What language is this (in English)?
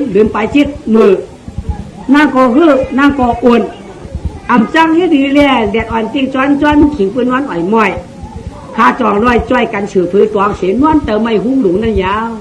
Shan